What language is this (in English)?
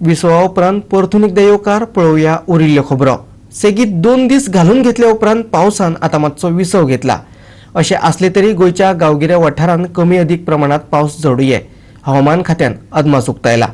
Konkani